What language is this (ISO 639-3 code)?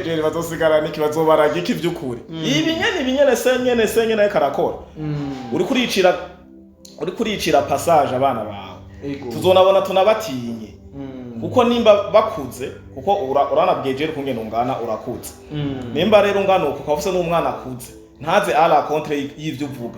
run